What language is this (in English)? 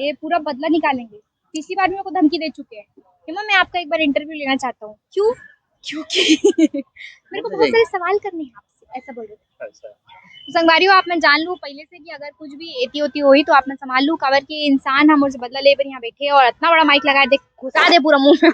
Chhattisgarhi